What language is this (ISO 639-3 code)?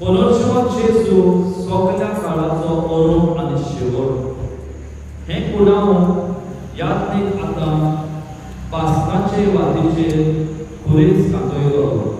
kok